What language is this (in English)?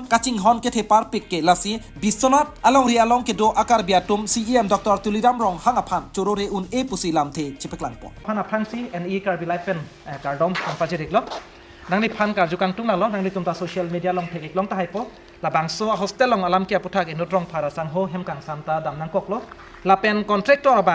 Karbi